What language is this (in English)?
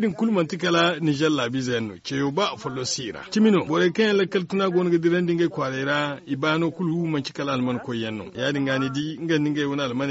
Zarma